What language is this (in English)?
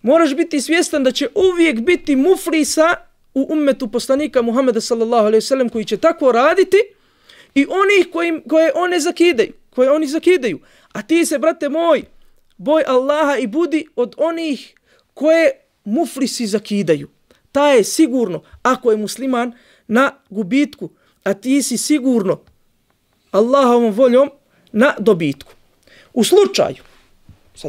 Bosnian